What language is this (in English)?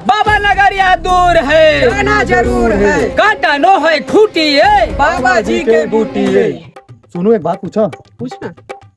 Chhattisgarhi